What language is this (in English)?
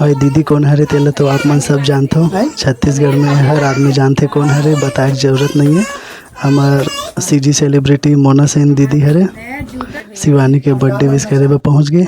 Chhattisgarhi